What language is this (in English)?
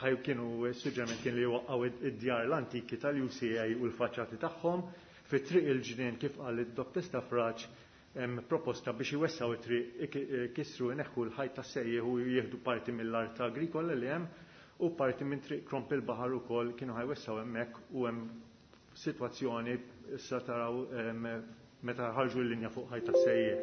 Maltese